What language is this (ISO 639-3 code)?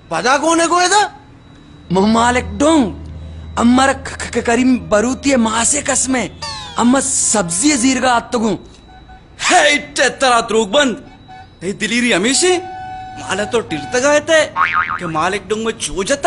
bal